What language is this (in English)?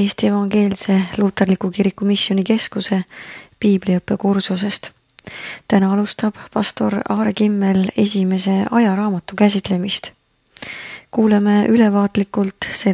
Estonian